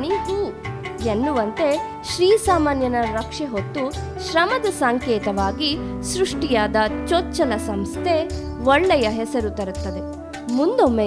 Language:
Kannada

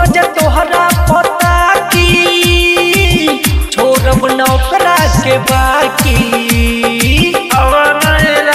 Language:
Bhojpuri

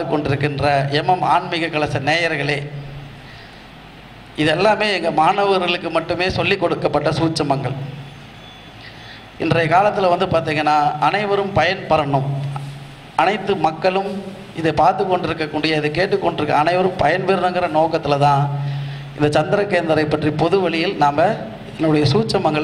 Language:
Tamil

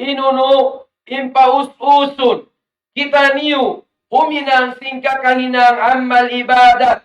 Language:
Tausug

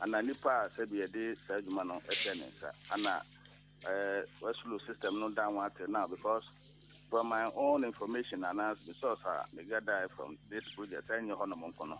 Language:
Akan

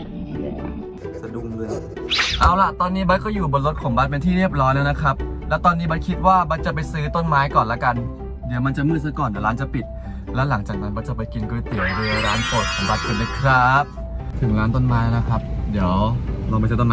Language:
Thai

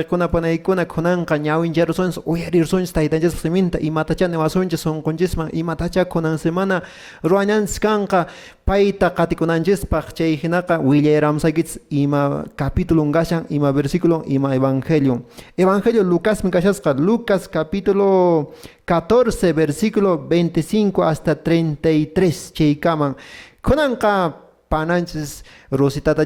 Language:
Quechua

